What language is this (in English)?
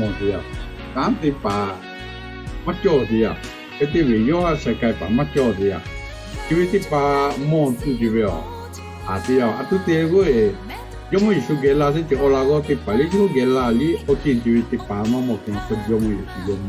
Lahu